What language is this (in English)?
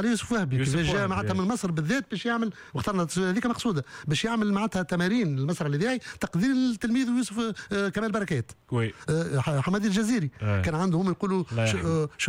Tunisian Arabic